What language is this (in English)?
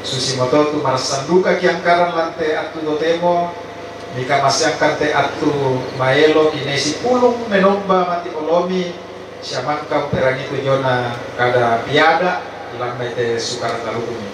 Toraja-Sa'dan